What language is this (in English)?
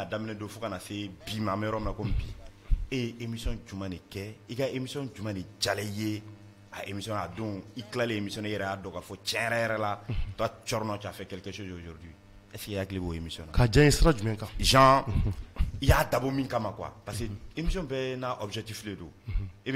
Bambara